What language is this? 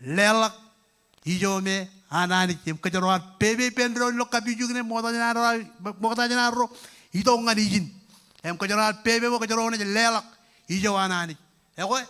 Marshallese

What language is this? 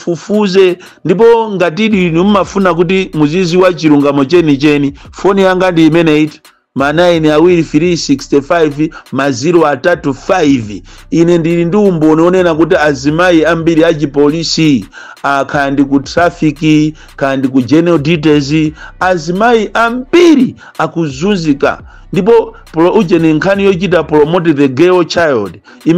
Nyanja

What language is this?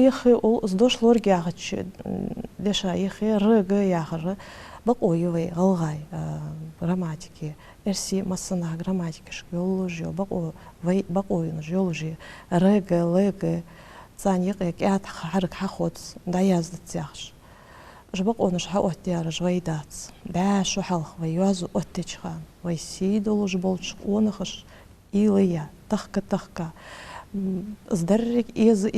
Ingush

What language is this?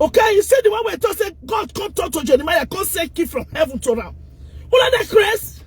Nigerian Pidgin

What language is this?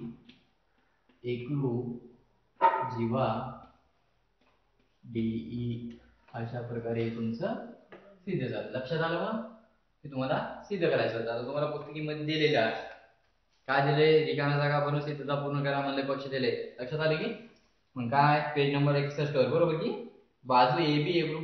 Marathi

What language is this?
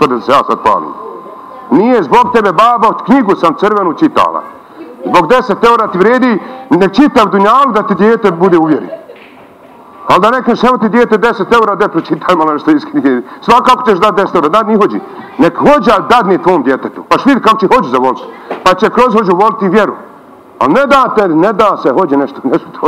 Bosnian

